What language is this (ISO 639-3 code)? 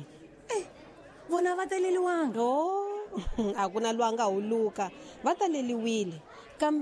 tso